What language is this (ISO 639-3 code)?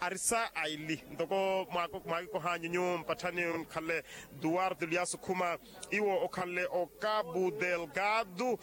vmw